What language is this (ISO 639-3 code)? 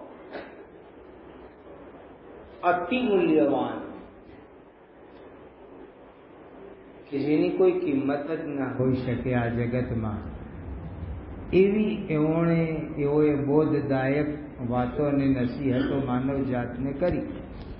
guj